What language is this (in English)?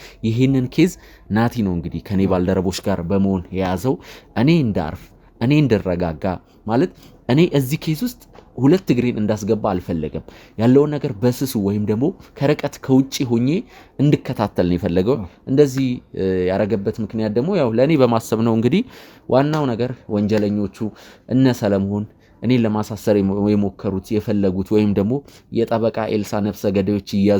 Amharic